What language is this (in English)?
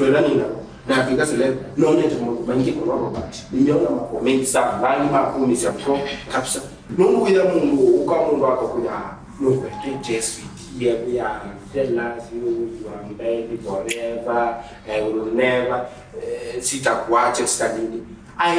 Kamba